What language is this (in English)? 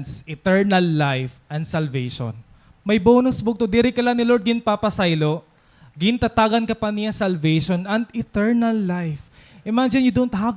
Waray